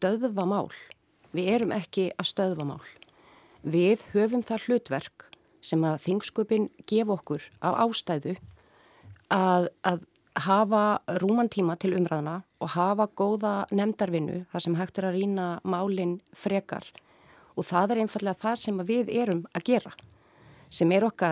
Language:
Icelandic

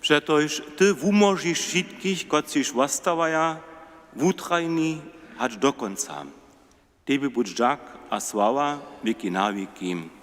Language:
Upper Sorbian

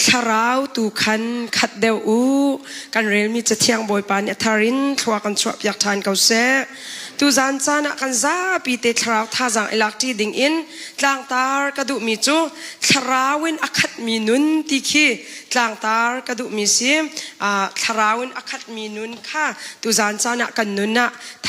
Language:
Hakha Chin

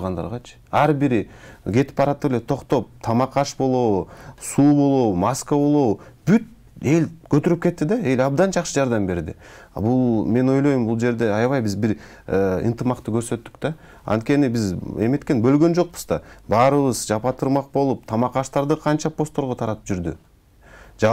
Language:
Kyrgyz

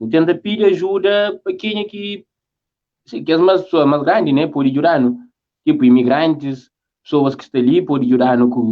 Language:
Kabuverdianu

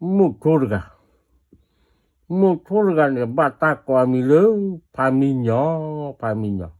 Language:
S'gaw Karen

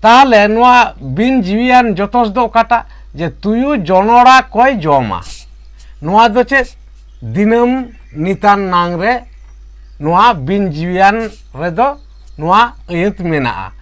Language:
Santali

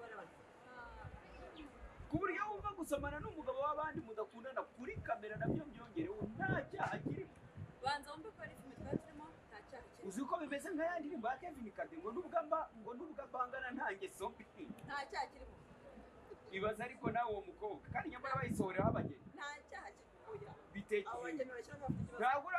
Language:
Kinyarwanda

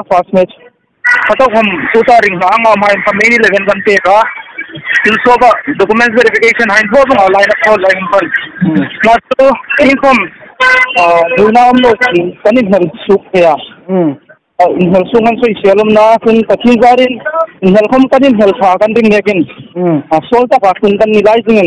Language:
Hmar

